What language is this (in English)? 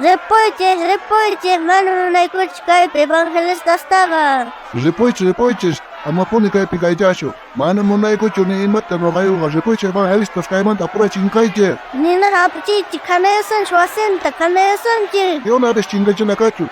South Bolivian Quechua